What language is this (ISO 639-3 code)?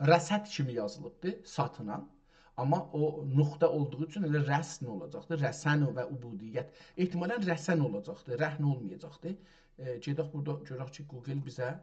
azb